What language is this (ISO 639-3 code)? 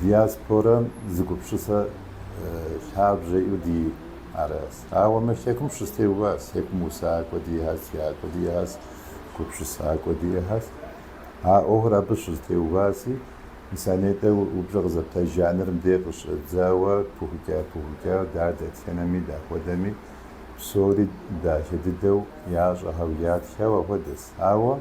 kbd